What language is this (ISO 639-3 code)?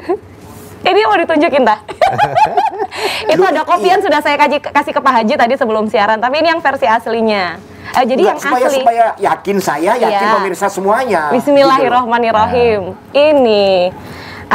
ind